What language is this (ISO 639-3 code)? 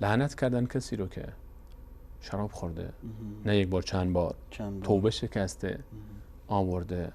fas